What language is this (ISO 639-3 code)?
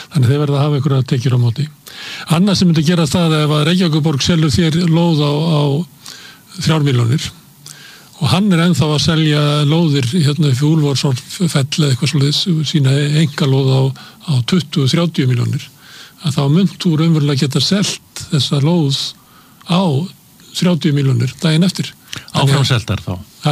isl